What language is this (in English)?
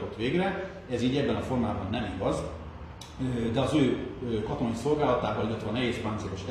Hungarian